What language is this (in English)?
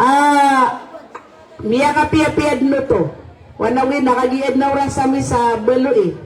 Maranao